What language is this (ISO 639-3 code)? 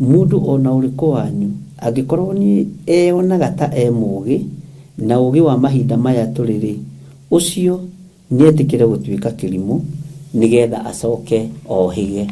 kik